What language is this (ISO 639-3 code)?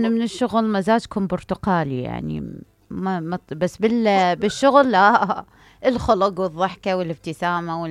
acm